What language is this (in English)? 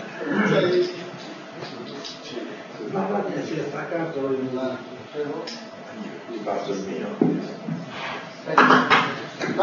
Italian